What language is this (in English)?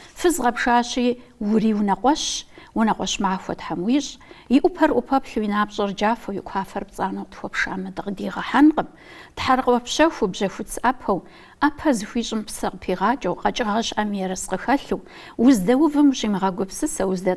Kabardian